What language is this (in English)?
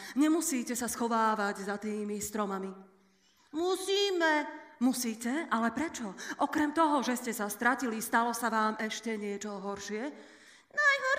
Slovak